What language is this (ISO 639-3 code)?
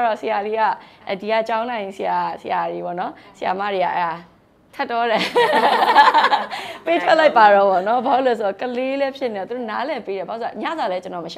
mya